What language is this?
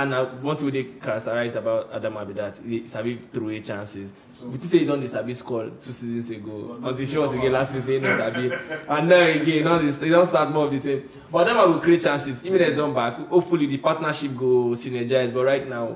Nigerian Pidgin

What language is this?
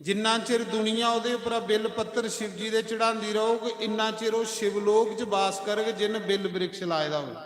Dogri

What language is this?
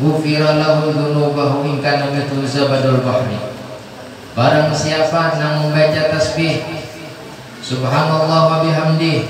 Banjar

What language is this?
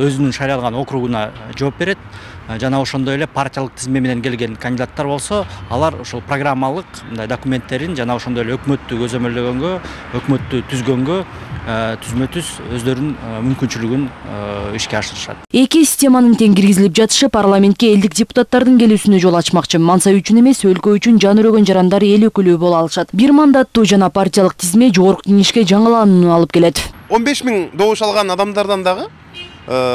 Kyrgyz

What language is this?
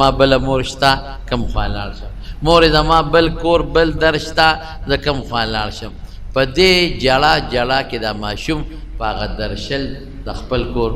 Pashto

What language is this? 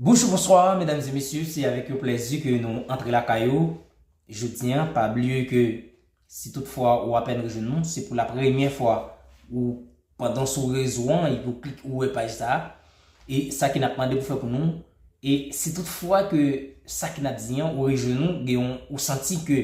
Haitian Creole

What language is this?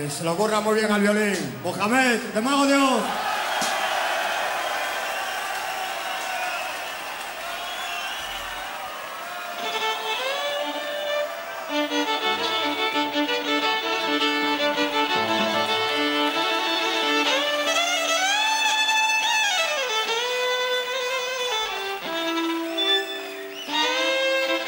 Spanish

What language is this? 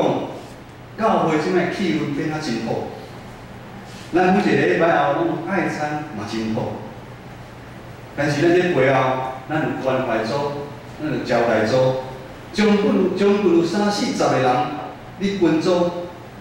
Min Nan Chinese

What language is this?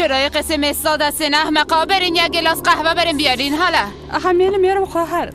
Persian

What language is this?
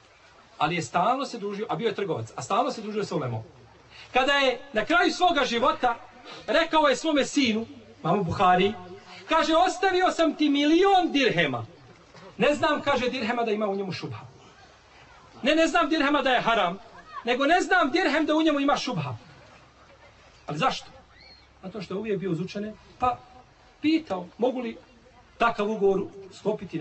Bosnian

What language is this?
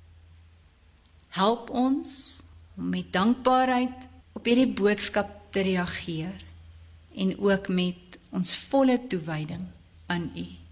Afrikaans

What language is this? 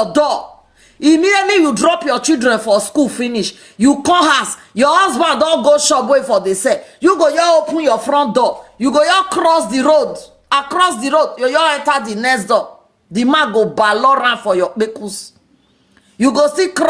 Nigerian Pidgin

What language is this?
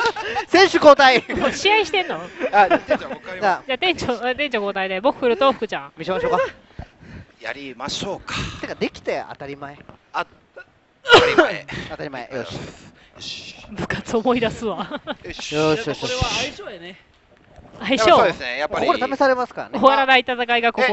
Japanese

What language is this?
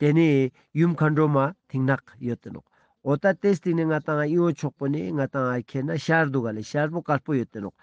Ladakhi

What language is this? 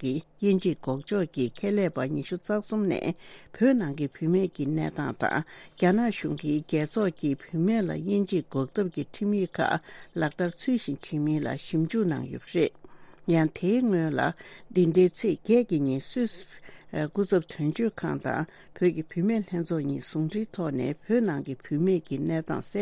Tibetan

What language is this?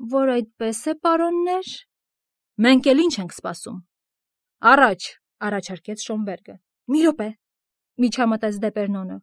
Armenian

